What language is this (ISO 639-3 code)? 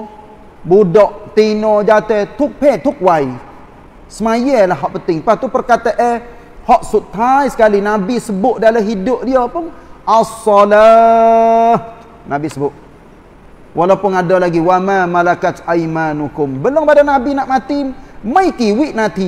msa